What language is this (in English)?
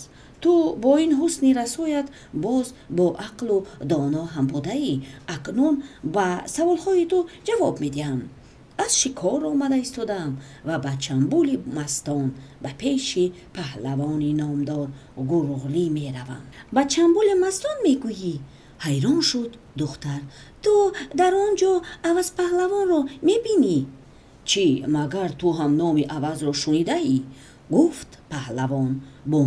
Tajik